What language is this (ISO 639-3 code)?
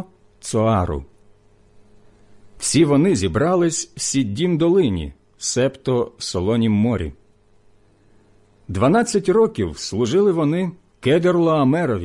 ukr